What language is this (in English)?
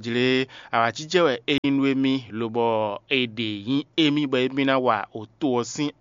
Fon